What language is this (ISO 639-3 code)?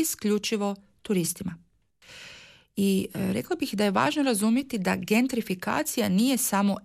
hrv